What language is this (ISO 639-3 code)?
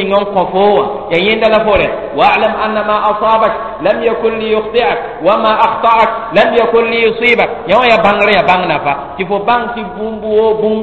mos